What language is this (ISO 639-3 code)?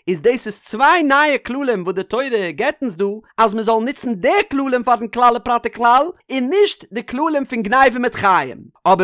yid